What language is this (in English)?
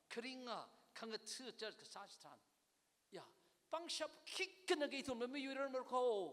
Tangkhul Naga (India)